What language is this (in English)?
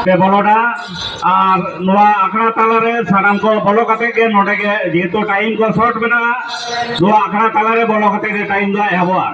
Santali